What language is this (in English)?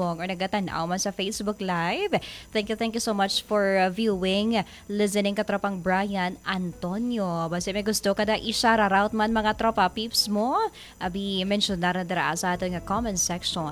Hiligaynon